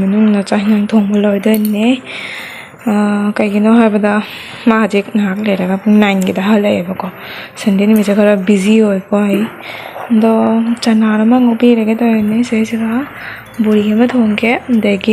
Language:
Manipuri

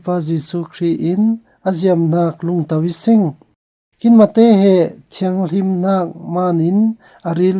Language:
Falam Chin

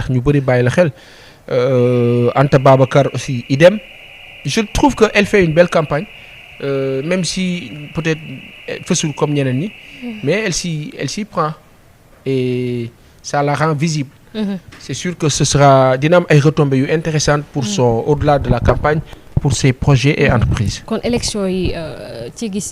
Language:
Wolof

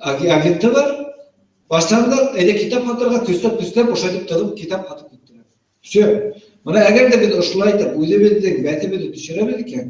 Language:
Bashkir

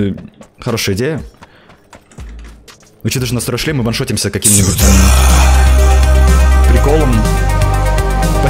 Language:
Russian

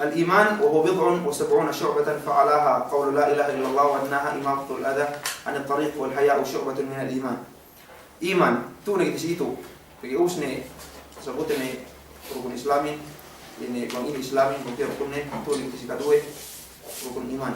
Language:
Yakan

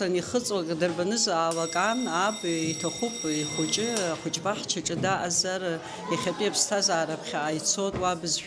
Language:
Abkhazian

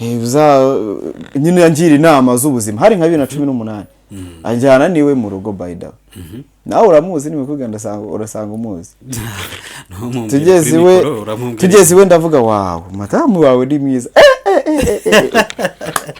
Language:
Kinyarwanda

